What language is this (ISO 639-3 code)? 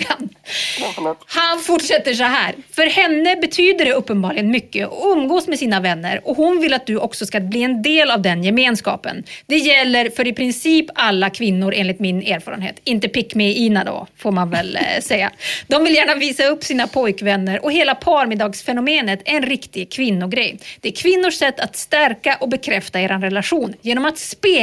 swe